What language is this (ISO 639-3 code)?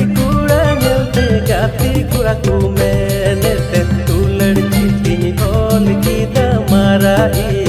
sat